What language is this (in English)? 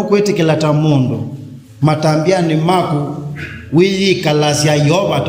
Kamba